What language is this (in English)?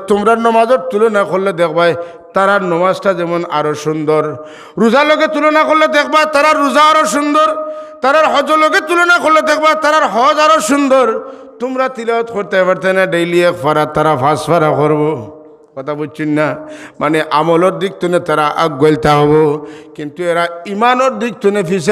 Sylheti